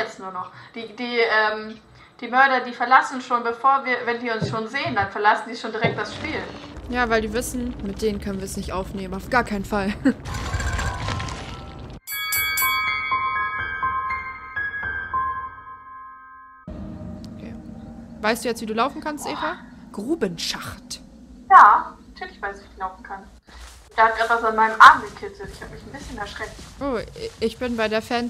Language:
German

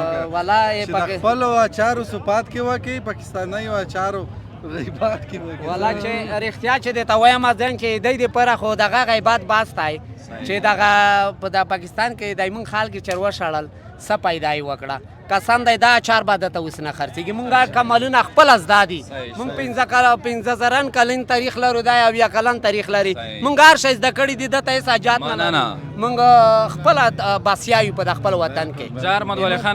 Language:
Pashto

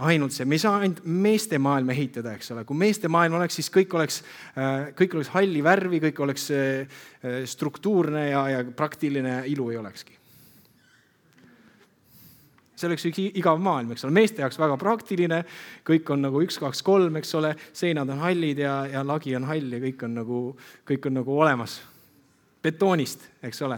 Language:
Estonian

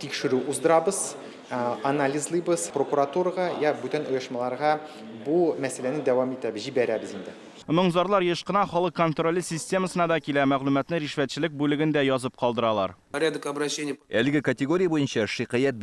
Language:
Tatar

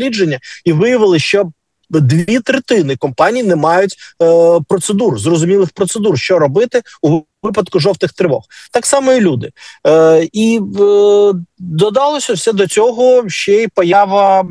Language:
Ukrainian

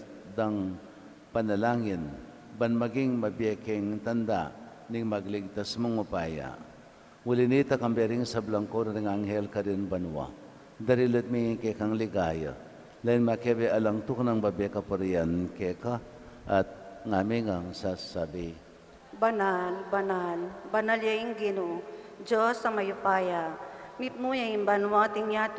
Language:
Pampanga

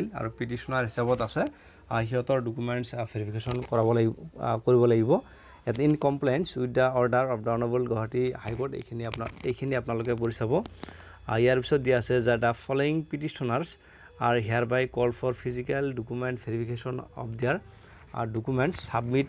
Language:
Assamese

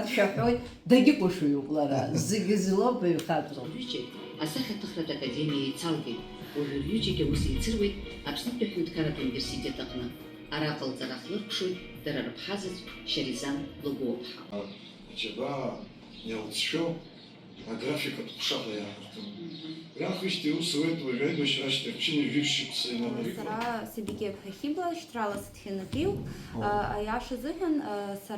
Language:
Abkhazian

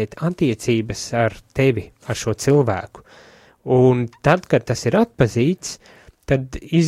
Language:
Latvian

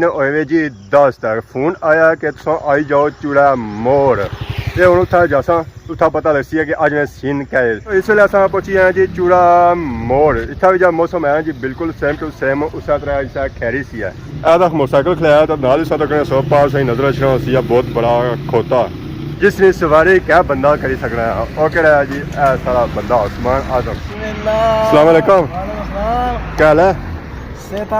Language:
Pahari-Potwari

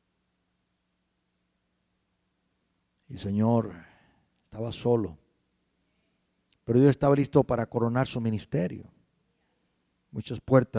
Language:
Spanish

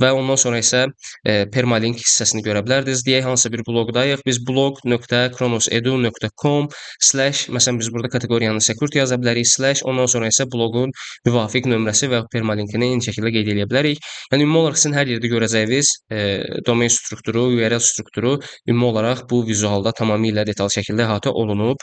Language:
Azerbaijani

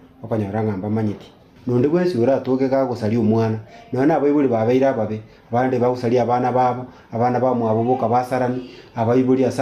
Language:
Gusii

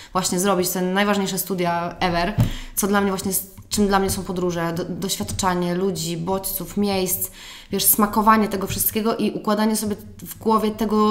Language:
Polish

